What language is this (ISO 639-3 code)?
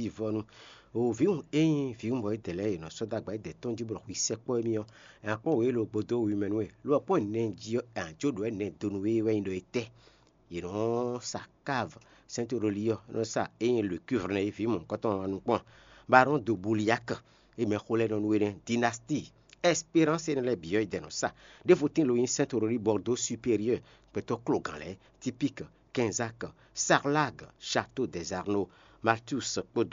fon